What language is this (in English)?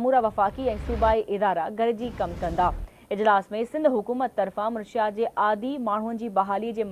Sindhi